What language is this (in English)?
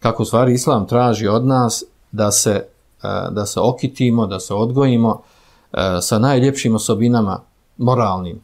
Bosnian